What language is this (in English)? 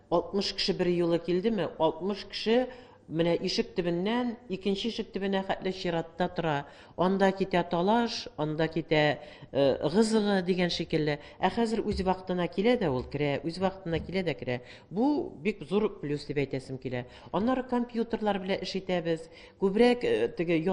Tatar